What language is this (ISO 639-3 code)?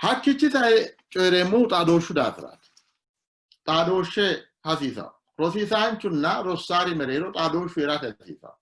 sid